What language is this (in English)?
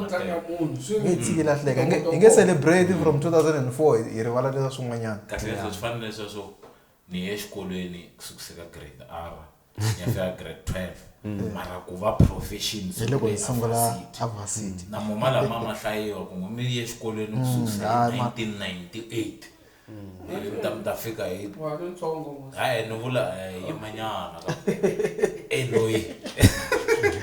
Tsonga